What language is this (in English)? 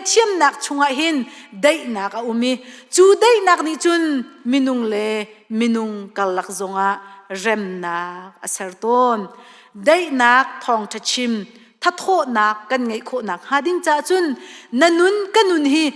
Hakha Chin